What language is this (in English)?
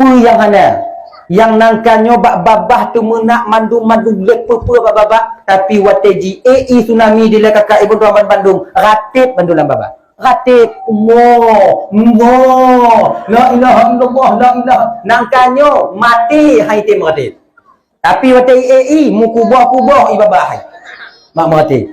Achinese